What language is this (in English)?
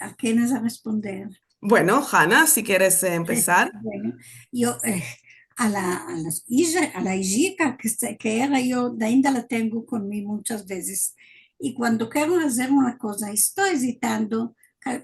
Ladino